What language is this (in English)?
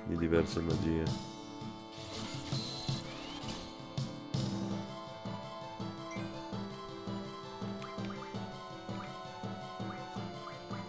Italian